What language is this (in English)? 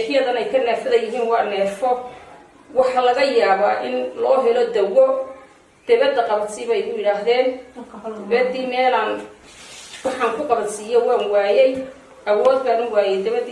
Somali